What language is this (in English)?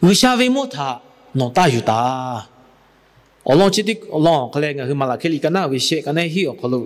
Lahu